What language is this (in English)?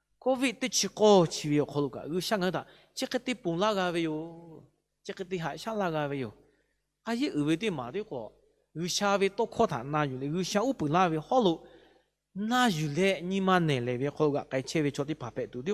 Lahu